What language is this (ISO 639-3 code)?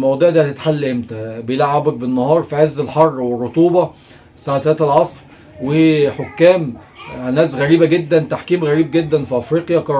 arz